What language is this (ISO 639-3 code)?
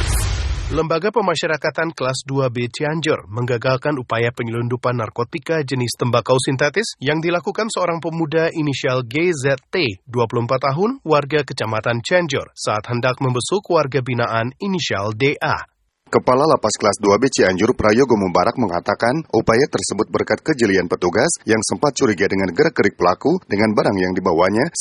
ind